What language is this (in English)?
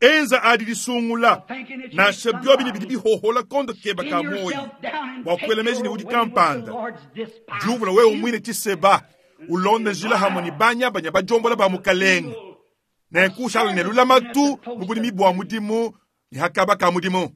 Luba-Lulua